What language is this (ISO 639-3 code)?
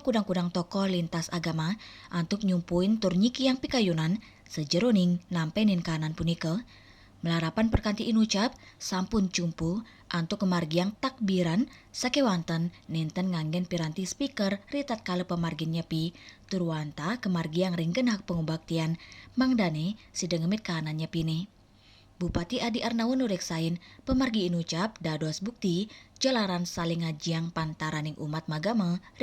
ban